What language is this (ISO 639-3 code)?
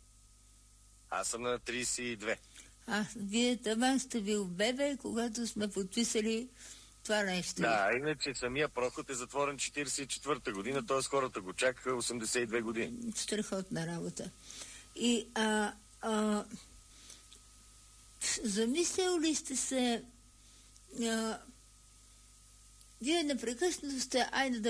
bul